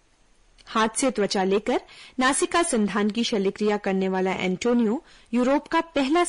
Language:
Hindi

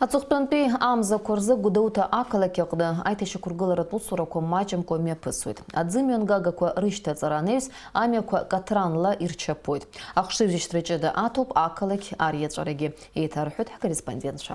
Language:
Abkhazian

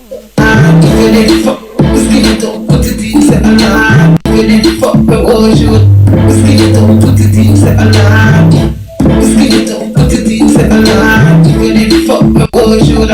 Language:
Jamaican Creole English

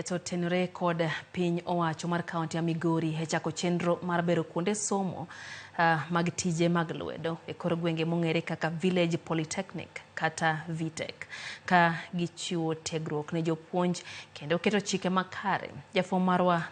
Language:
Luo (Kenya and Tanzania)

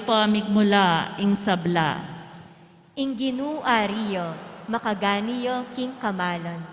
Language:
Pampanga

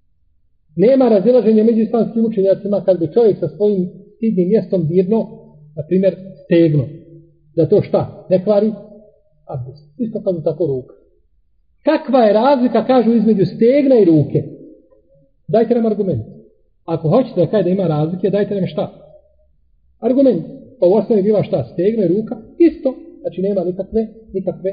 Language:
Bosnian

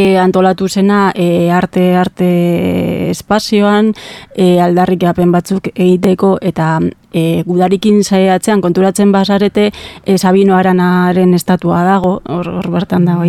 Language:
Basque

